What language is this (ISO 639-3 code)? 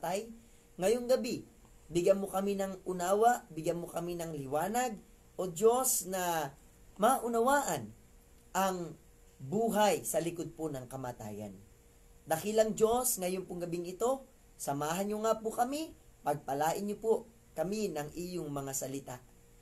fil